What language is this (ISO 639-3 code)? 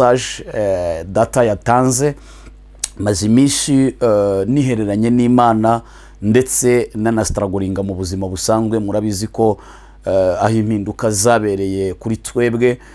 kin